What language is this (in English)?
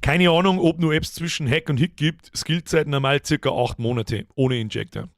Bavarian